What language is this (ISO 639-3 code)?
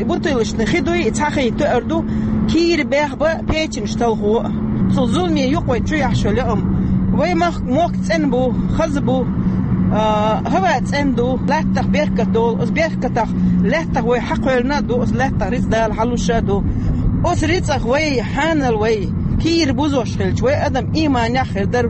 che